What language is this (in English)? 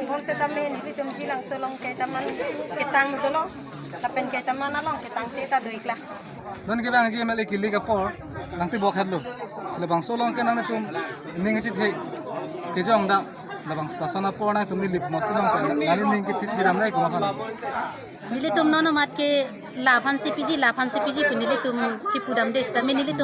Karbi